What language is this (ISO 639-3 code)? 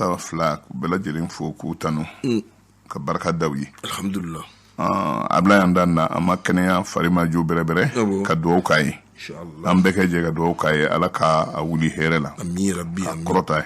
bam